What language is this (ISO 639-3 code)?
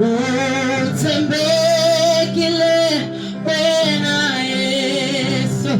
tso